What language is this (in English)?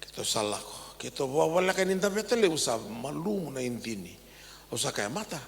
Fijian